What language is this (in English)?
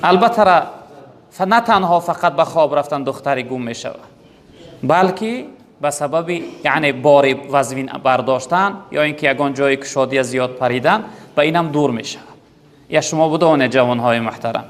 Tajik